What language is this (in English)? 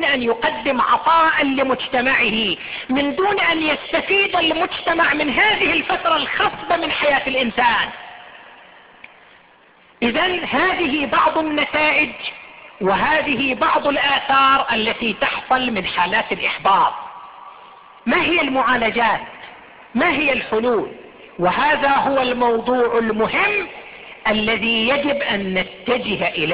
Arabic